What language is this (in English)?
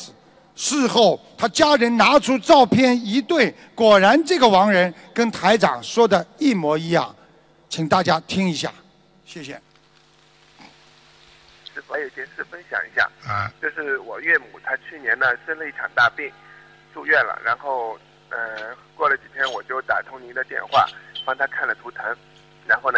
Chinese